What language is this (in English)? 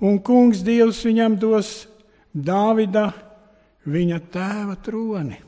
Latvian